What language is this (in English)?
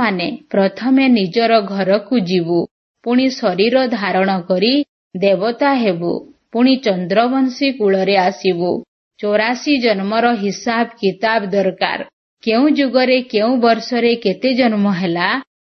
Odia